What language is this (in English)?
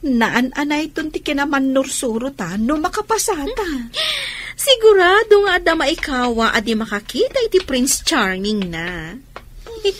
Iloko